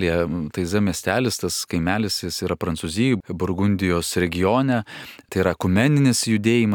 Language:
Lithuanian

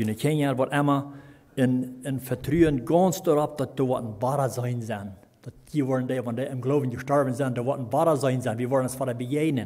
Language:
Plautdietsch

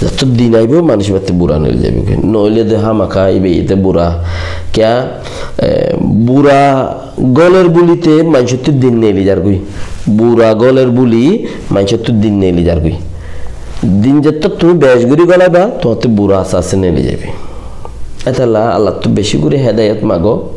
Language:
Rohingya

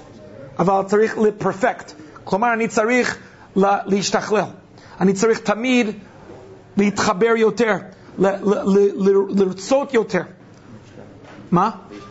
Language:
Hebrew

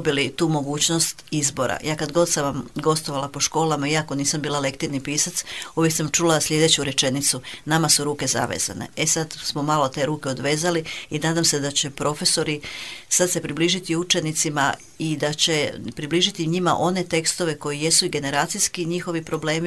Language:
Croatian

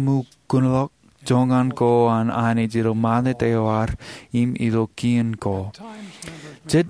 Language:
Marshallese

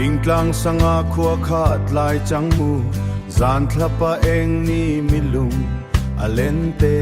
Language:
Hakha Chin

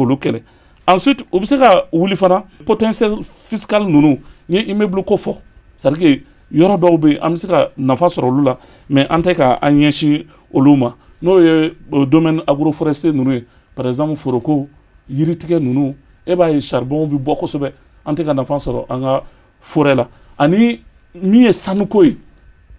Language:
Bambara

